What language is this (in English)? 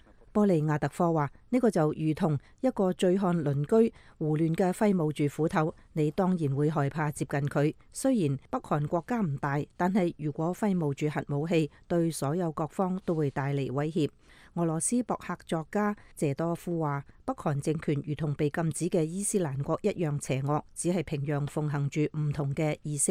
Cantonese